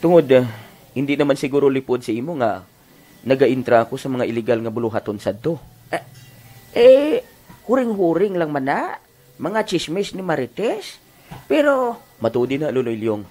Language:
Hiligaynon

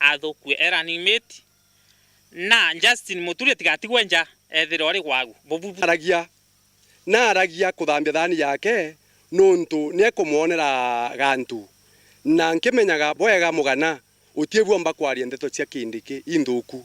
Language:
Meru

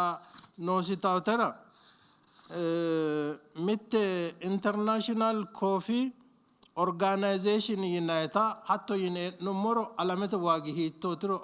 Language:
Sidamo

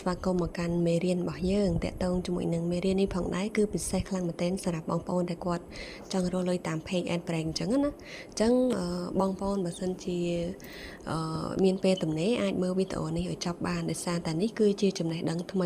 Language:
Khmer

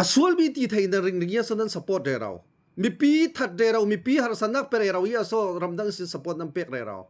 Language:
Falam Chin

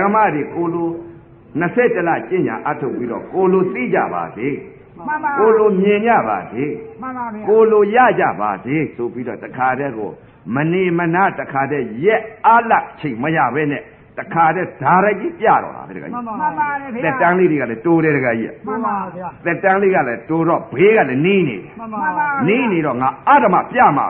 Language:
Burmese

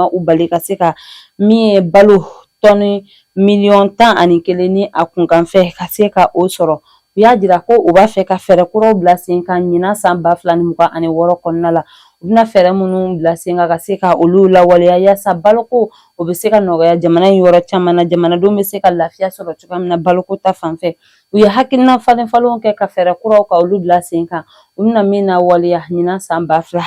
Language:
Bambara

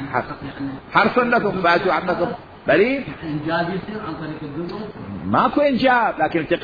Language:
Mesopotamian Arabic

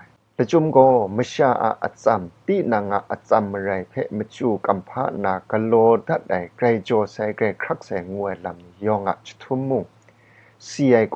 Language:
Kachin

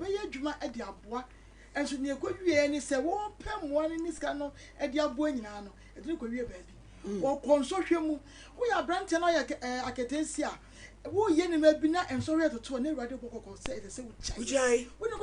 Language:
Akan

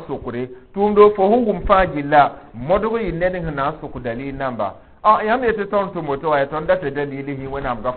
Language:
Mossi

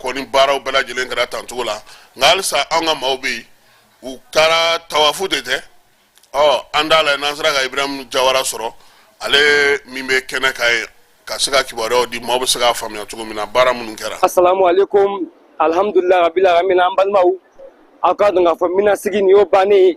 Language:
Bambara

